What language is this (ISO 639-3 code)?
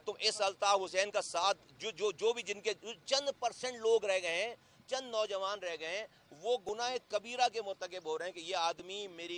urd